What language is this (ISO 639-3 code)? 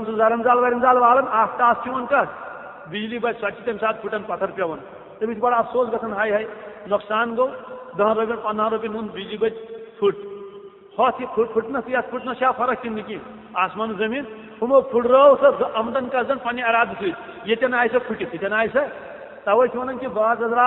kas